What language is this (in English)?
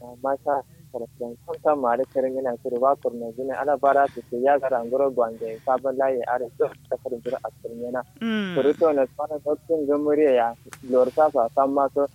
Kanuri